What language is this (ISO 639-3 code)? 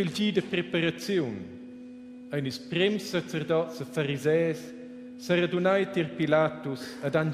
roh